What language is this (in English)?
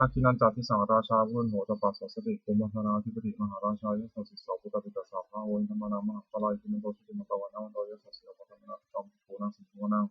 Pali